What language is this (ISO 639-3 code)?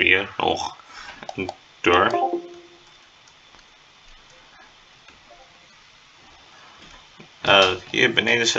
nld